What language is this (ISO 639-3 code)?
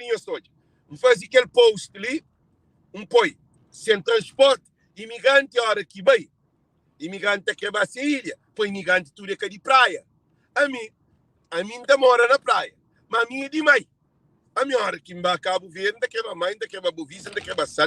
kea